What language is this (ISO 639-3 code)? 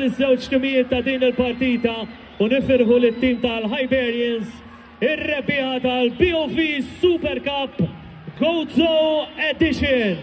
mlt